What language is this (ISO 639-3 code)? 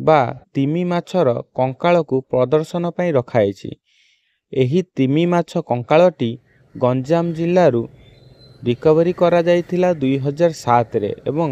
ori